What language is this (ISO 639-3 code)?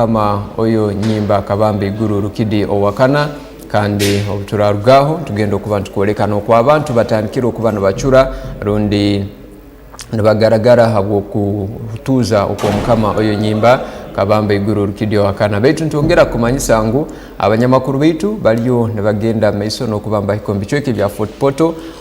ttj